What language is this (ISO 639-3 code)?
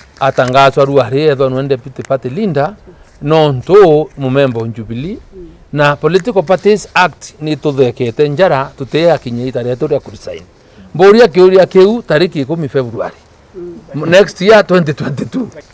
mer